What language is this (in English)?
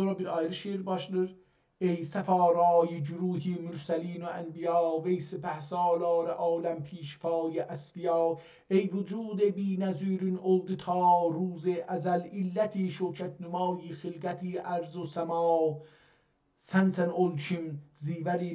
South Azerbaijani